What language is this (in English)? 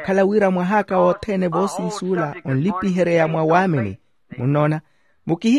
Makhuwa